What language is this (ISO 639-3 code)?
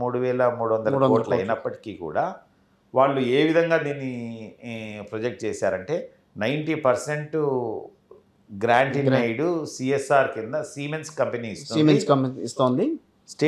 tel